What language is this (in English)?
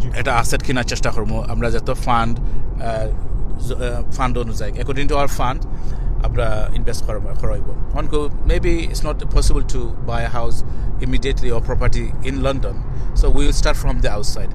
Sylheti